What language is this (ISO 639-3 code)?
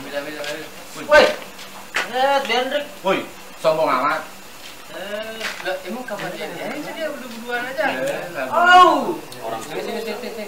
bew